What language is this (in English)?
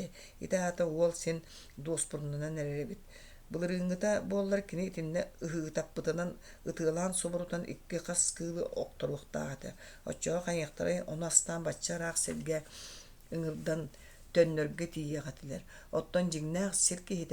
Yakut